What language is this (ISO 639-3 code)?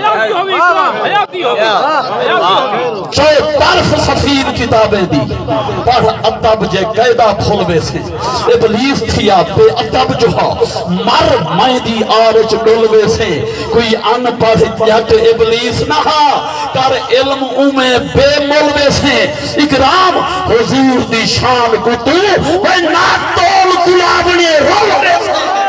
skr